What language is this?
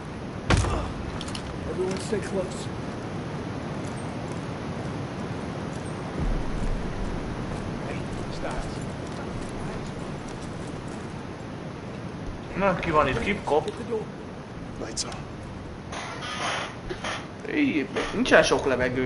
Hungarian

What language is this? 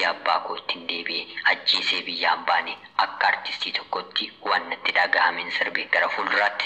Oromo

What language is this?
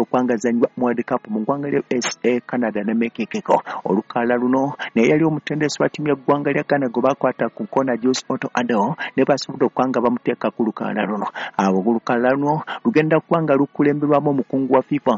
Ganda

